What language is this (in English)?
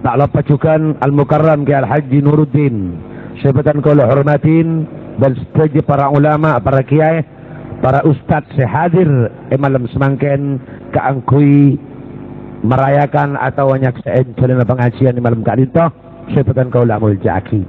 Madurese